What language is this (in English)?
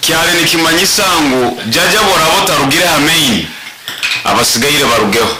Nyoro